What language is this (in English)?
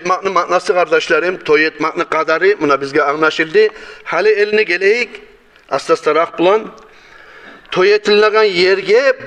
Kumyk